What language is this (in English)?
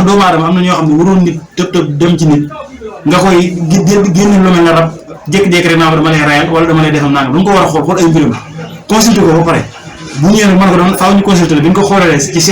Wolof